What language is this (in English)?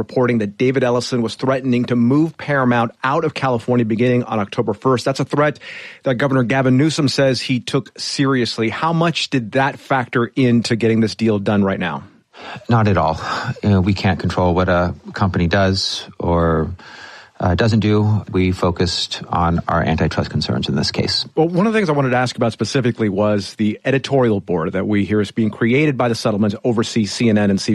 English